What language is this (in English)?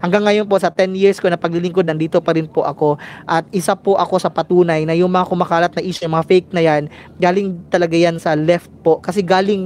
Filipino